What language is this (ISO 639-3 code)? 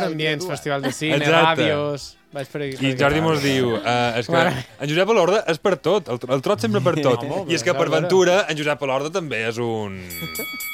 cat